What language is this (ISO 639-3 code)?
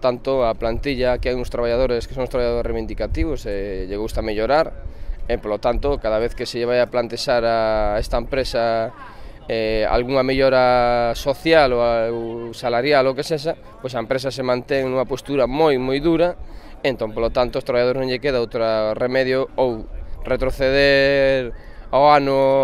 glg